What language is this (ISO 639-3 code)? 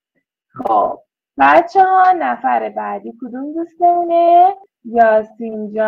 fas